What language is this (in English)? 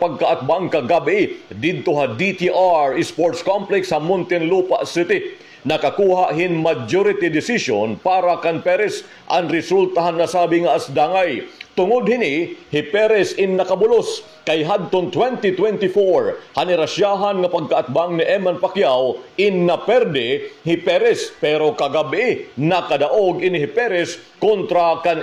Waray